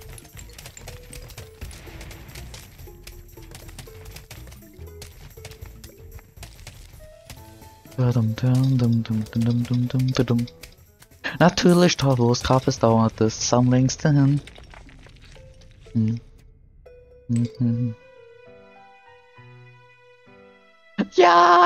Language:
German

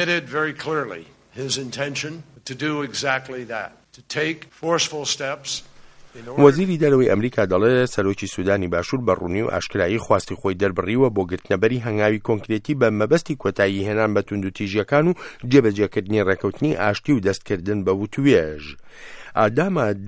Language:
Central Kurdish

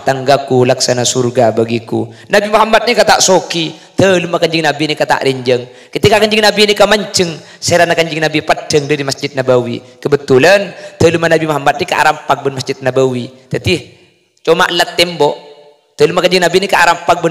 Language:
Madurese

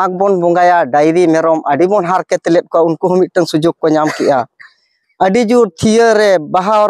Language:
Santali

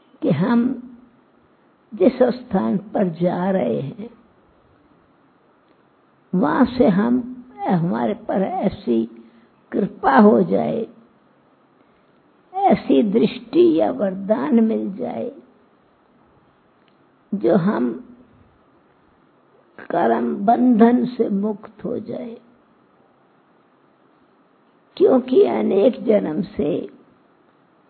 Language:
Hindi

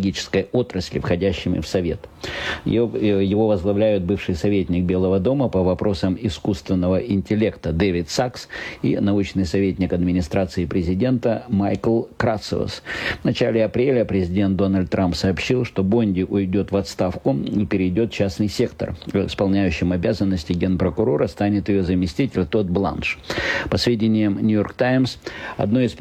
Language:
Russian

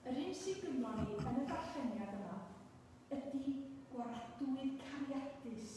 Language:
Welsh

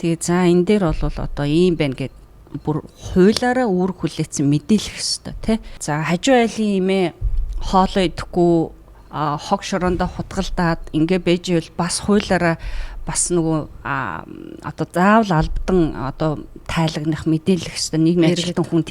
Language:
Mongolian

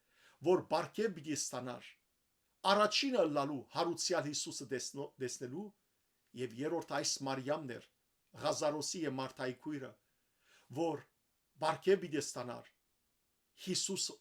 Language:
Western Armenian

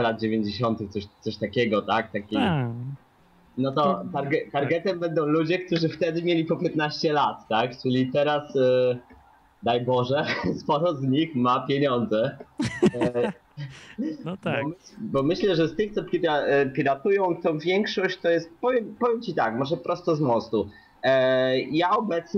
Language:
Polish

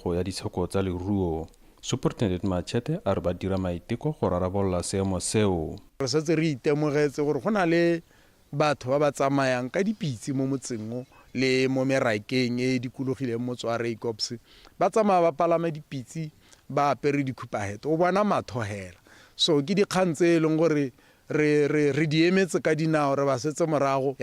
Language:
Tswana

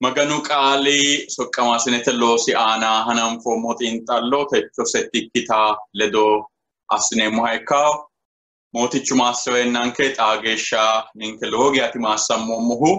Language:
Sidamo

